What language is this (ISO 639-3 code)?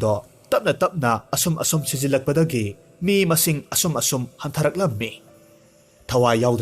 mni